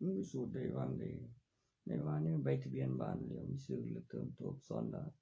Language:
Northeastern Thai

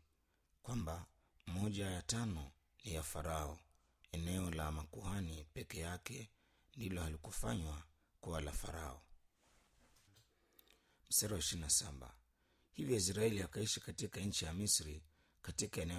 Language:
Swahili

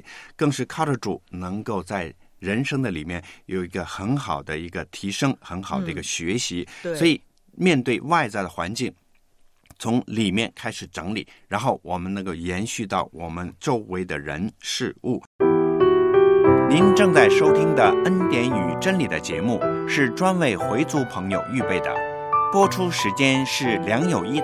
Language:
Chinese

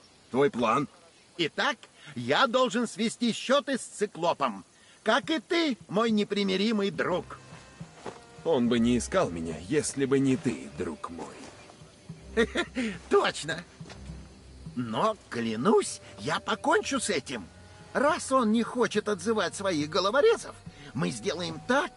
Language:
Russian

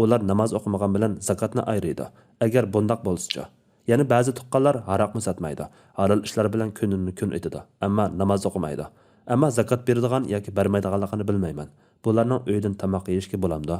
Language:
Uyghur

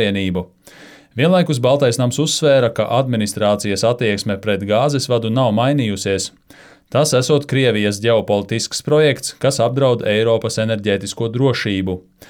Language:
Latvian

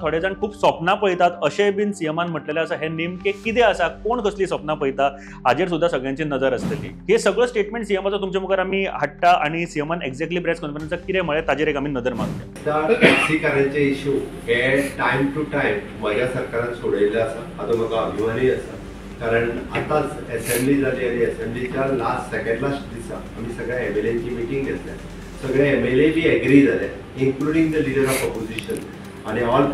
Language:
Konkani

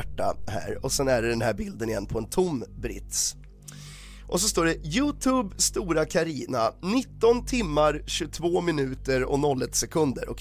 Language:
Swedish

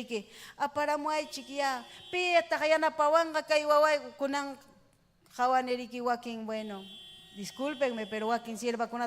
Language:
Ayacucho Quechua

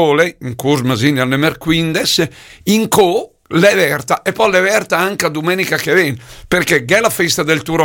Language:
Lombard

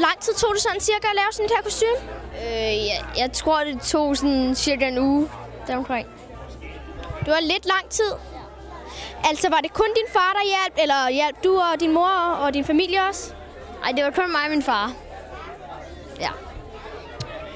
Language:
Danish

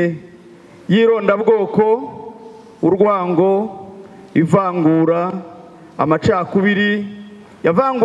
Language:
Kinyarwanda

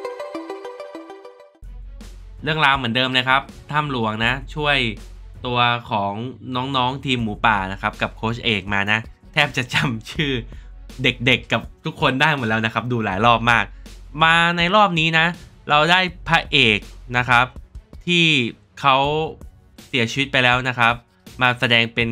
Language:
Thai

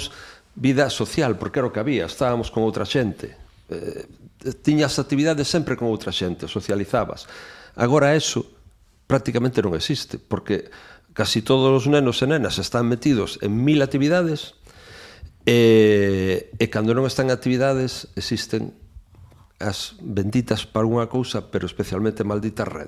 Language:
Galician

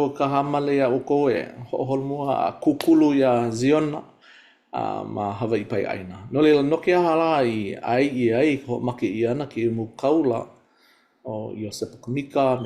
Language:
Hawaiian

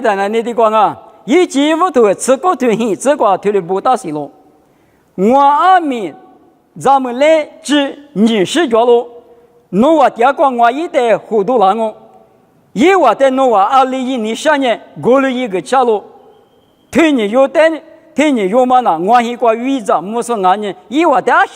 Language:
Lisu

